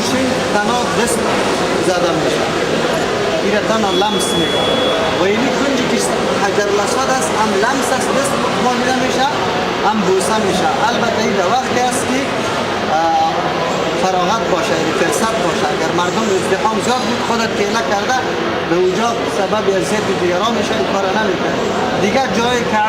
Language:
Persian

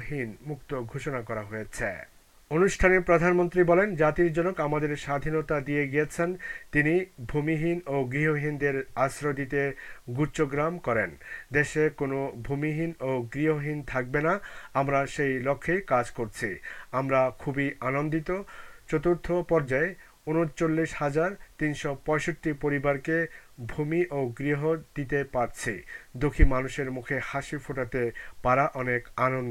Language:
Bangla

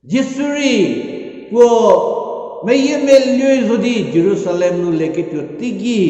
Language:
Angami Naga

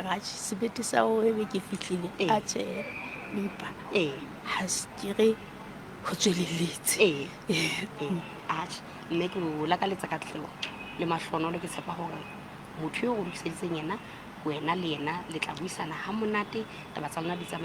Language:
Southern Sotho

